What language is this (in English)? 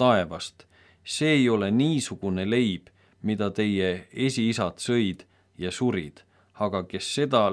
Estonian